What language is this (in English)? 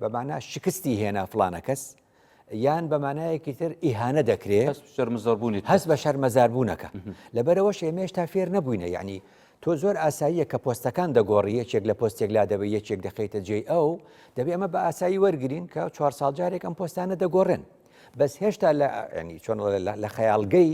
Central Kurdish